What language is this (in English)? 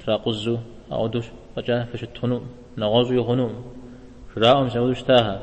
Kabardian